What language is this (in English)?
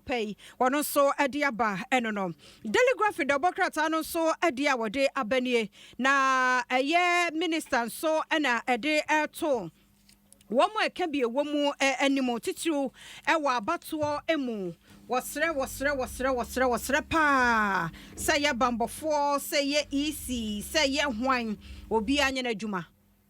Akan